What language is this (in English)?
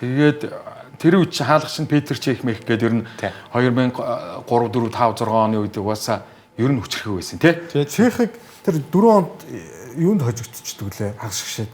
Mongolian